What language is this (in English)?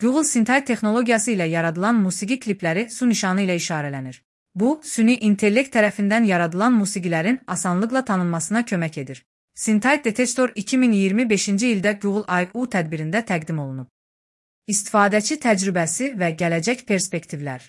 Azerbaijani